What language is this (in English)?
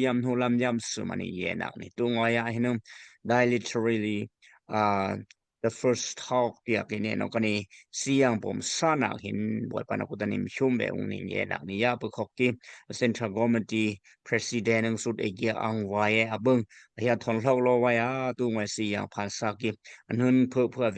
Daai Chin